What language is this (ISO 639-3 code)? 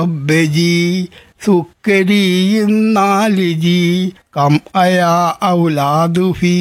mal